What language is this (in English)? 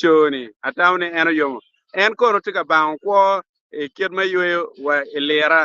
Acoli